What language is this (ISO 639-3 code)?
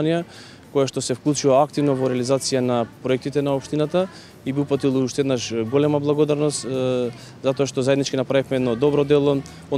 mkd